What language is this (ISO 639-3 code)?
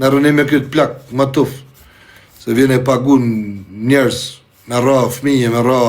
sqi